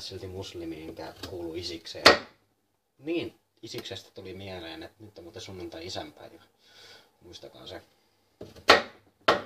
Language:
Finnish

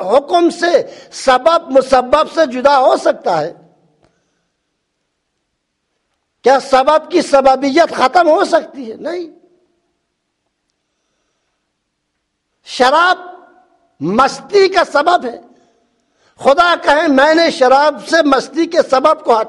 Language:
Urdu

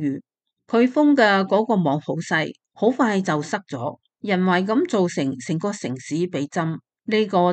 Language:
Cantonese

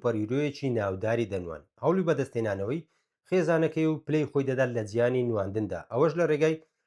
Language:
Central Kurdish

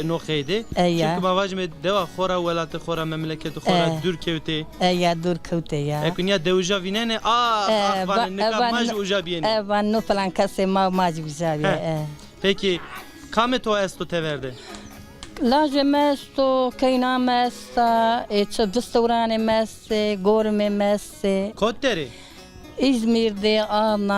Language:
Zaza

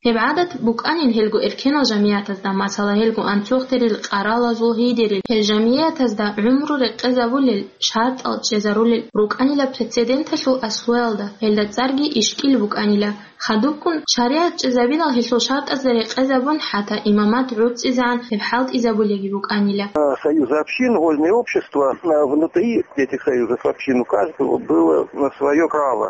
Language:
Avaric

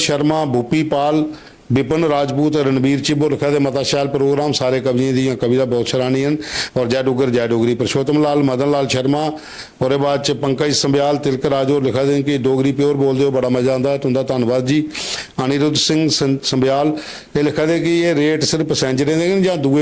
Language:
Dogri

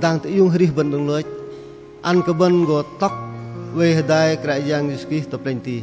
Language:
Bahnar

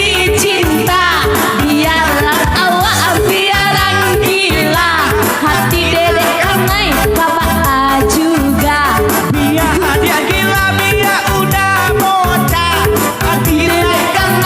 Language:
Minangkabau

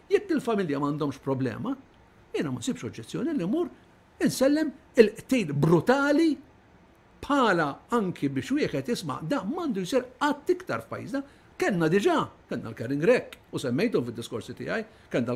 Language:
Maltese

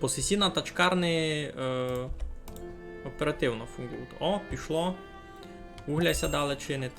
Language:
Rusyn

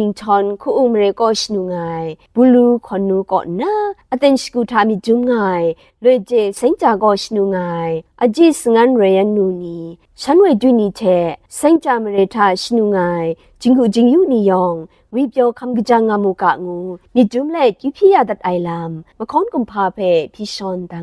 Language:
Kachin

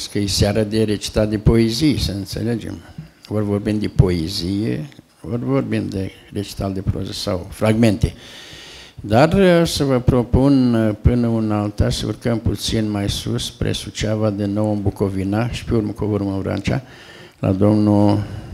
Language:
Romanian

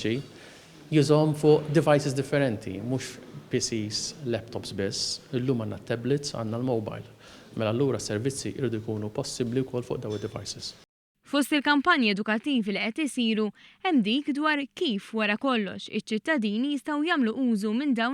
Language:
Maltese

